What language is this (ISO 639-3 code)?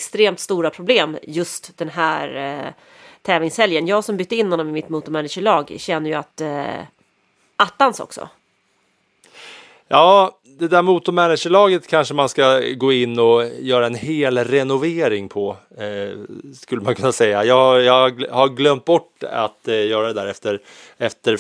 swe